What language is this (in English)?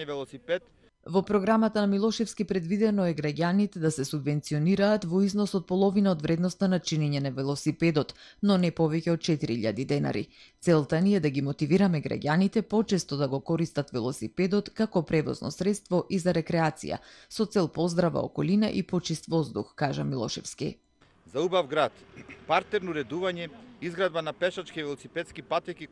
Macedonian